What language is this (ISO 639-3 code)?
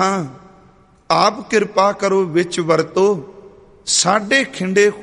pan